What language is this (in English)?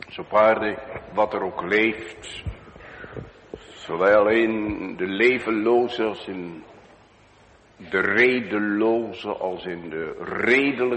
Dutch